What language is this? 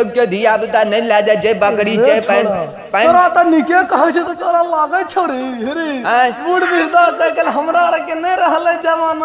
Maithili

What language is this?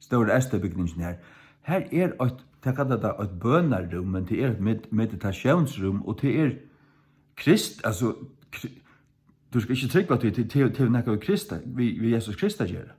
Faroese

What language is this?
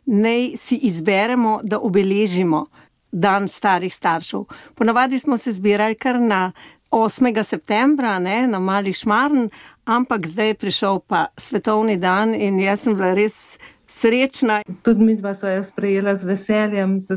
Slovenian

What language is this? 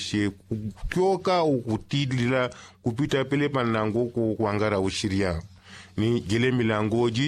Yao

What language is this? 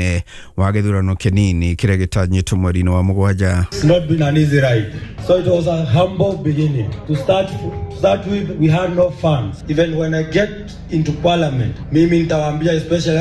Kikuyu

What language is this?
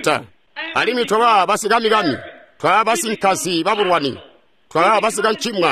Tonga (Zambia)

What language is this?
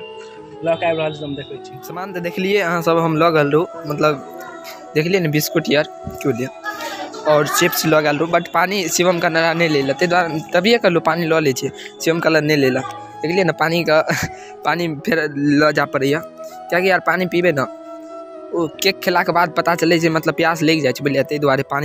Maithili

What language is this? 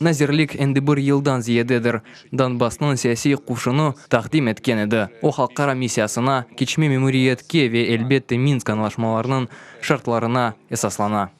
Crimean Tatar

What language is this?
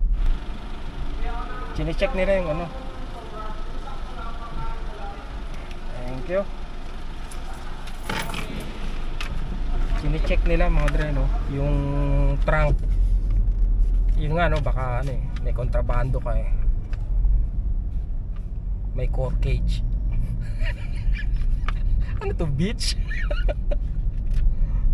Filipino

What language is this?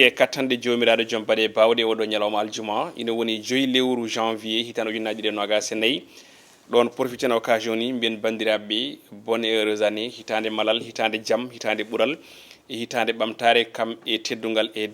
Fula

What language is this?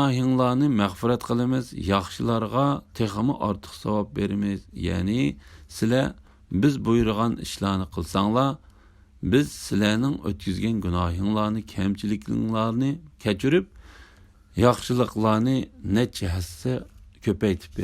Uyghur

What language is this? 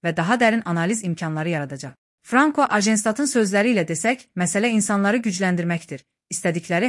Azerbaijani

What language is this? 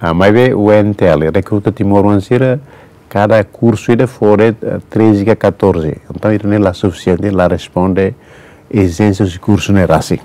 Tetum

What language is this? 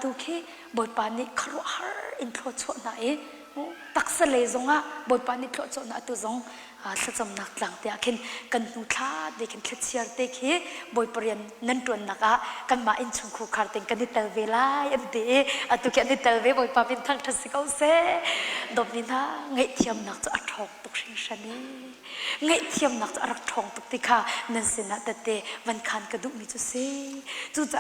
Hakha Chin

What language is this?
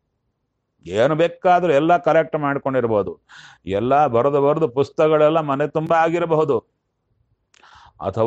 Kannada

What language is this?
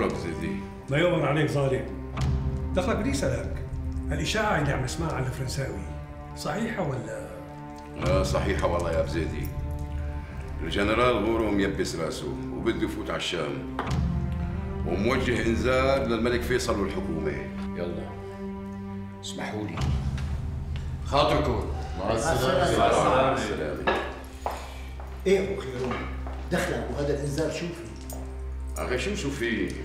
North Levantine Arabic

